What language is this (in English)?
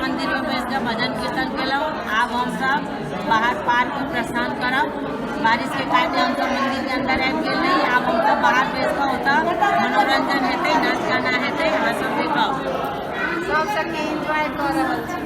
Maithili